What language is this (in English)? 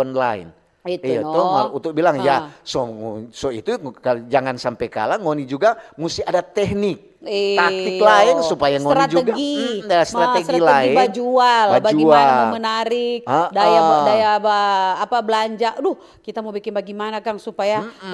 Manado Malay